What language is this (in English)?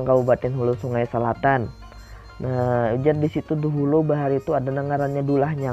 Banjar